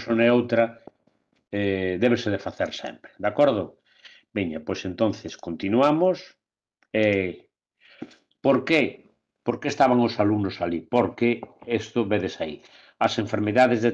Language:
Galician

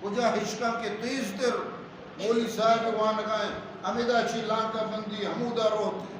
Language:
Eastern Balochi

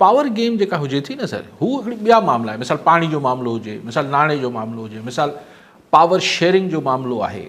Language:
Sindhi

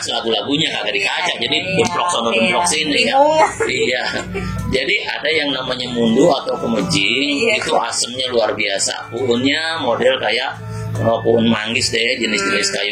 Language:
Betawi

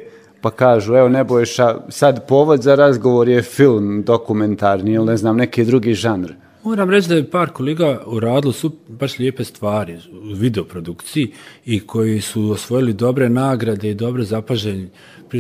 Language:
Serbian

